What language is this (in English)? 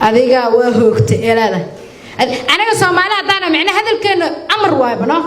Somali